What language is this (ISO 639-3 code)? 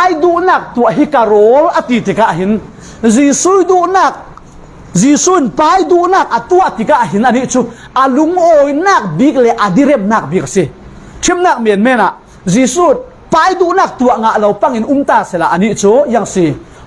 cfm